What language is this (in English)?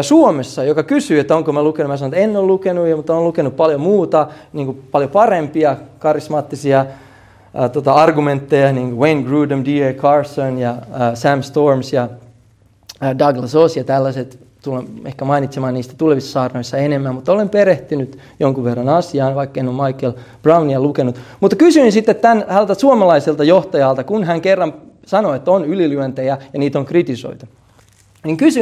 Finnish